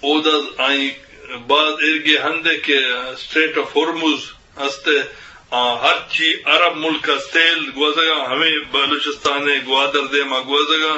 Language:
Eastern Balochi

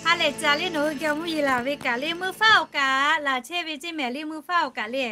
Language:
Lahu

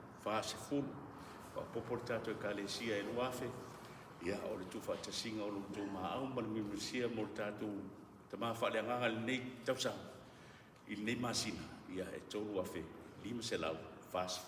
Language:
Samoan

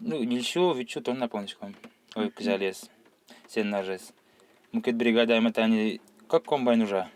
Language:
Udmurt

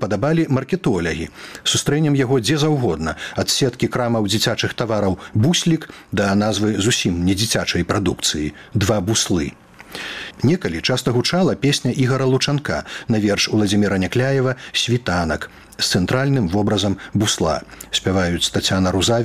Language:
Belarusian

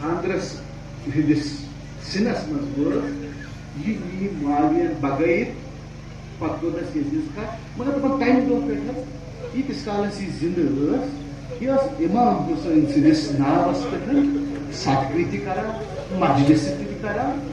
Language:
Kashmiri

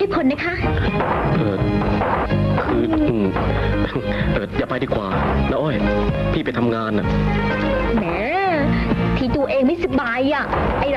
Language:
Thai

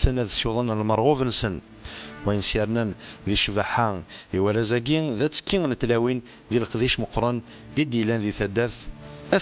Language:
Kabyle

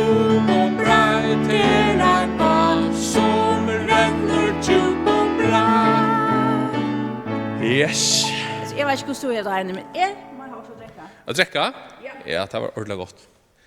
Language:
Faroese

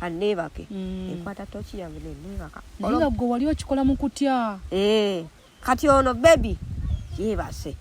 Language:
Ganda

